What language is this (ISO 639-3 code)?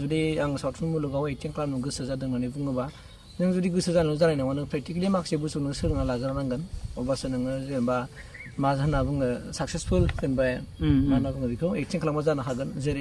brx